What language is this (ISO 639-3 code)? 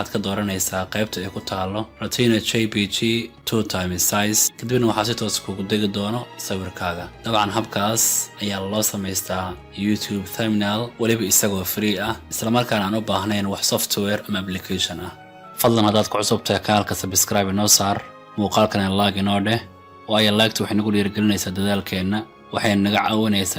som